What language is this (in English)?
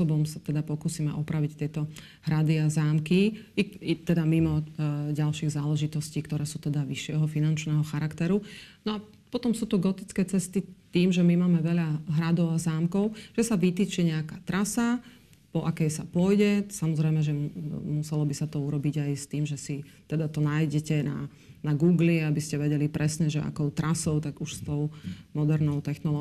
Slovak